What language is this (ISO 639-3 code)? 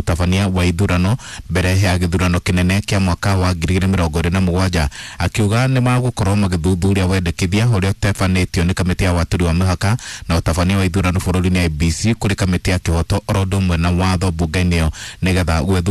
kik